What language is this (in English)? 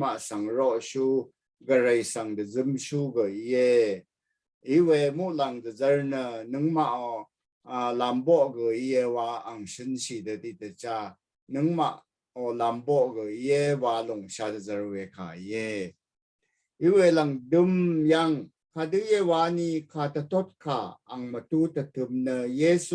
Rawang